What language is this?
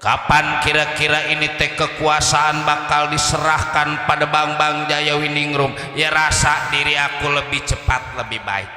Betawi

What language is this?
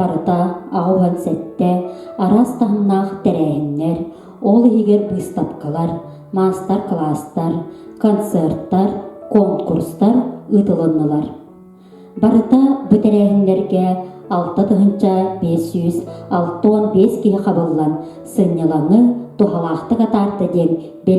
Yakut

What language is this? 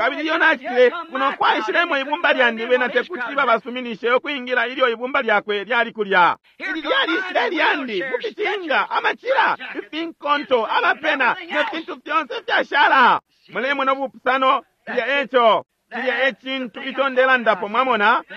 Bemba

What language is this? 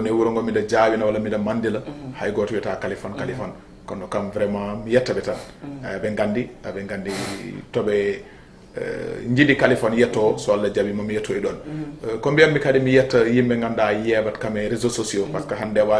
Fula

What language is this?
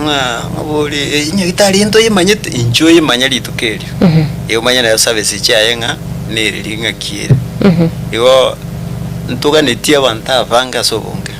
Gusii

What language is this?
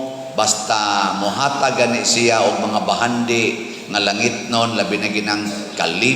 Cebuano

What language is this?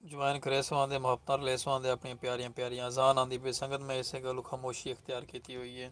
Saraiki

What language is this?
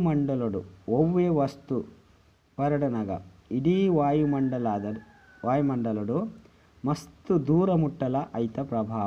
Tulu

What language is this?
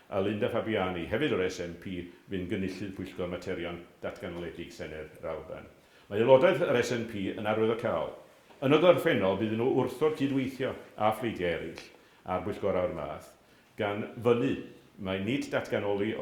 Welsh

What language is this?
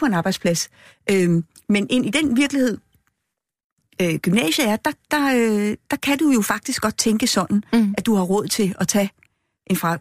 Danish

